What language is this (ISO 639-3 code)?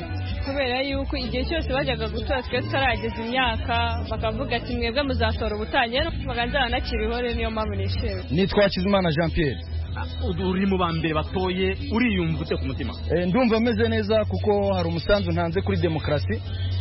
kin